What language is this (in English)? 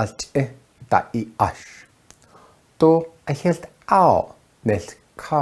Navajo